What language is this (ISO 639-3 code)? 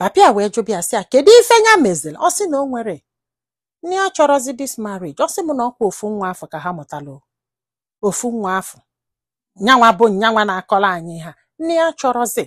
ibo